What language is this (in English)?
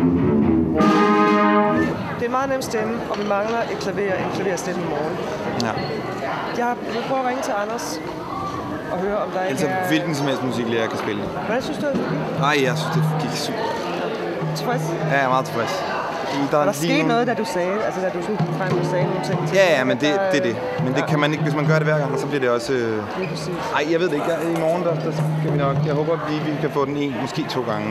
Danish